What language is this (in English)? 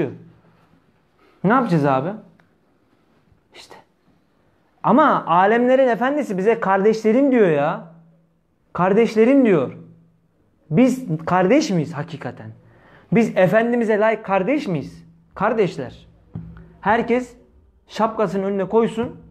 Turkish